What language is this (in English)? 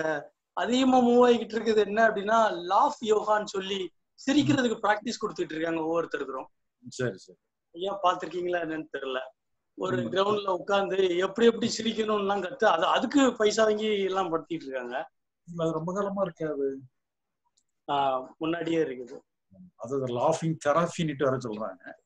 Tamil